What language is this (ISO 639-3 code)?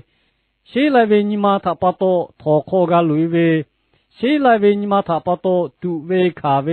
lhu